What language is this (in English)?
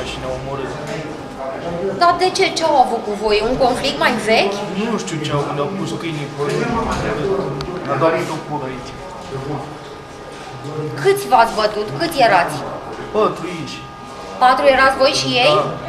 Romanian